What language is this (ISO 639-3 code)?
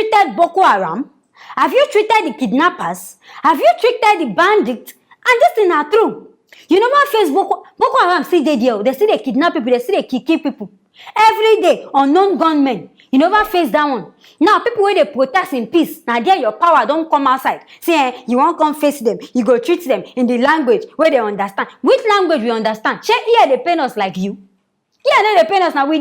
pcm